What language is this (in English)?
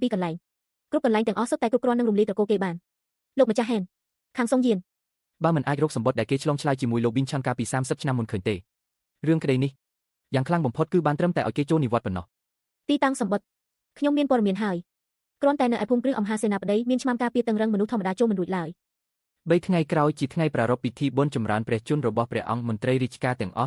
Khmer